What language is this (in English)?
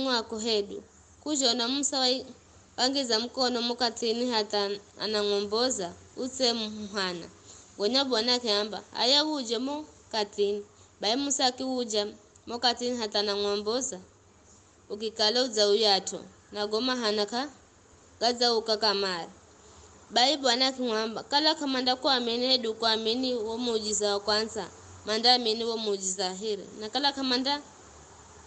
Giryama